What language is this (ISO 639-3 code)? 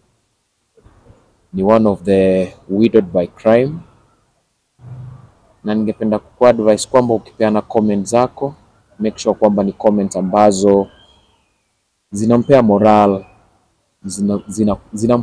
swa